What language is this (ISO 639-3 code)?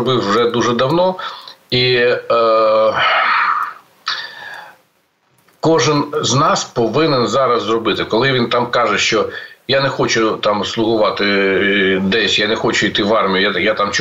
ukr